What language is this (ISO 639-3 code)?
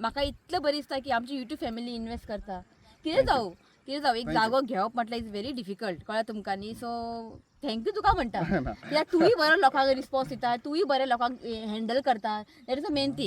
kok